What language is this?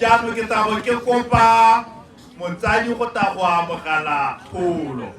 Tswana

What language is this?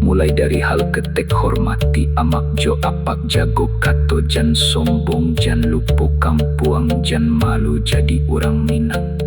Minangkabau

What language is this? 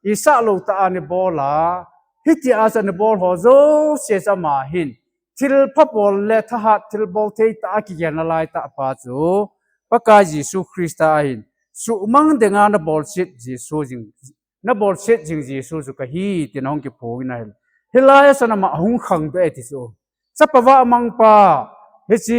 Thado Chin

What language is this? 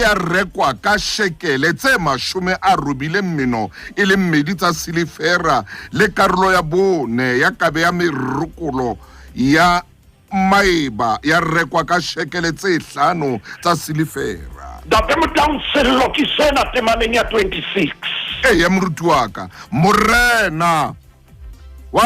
Southern Sotho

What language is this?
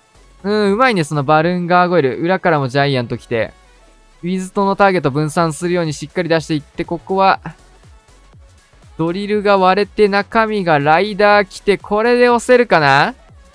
Japanese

